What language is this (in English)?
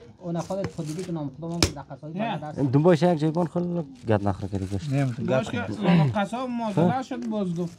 Persian